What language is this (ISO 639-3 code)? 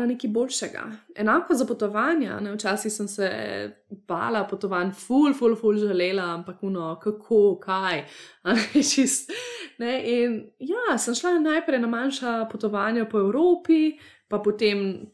slv